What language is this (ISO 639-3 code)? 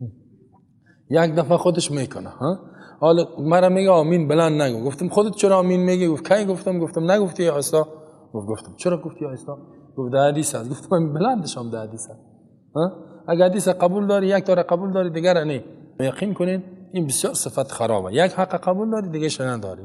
fas